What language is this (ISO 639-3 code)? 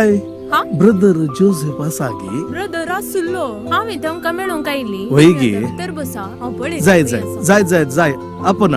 kok